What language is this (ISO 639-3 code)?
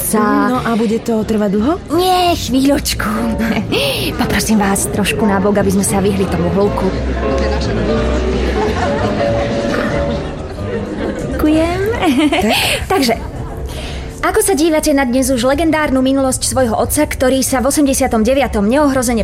slk